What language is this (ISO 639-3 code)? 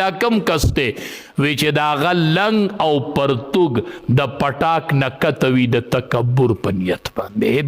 pus